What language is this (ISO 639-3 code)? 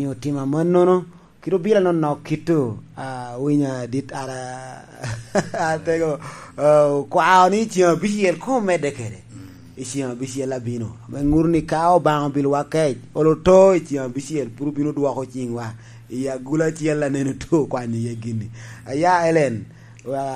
laj